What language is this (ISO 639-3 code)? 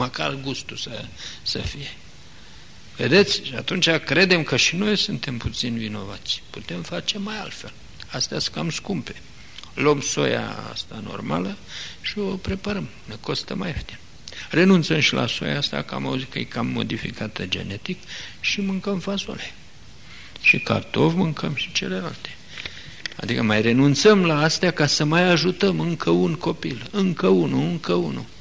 ron